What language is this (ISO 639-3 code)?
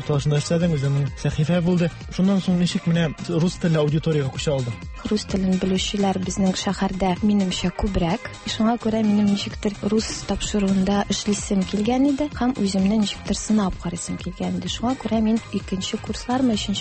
tat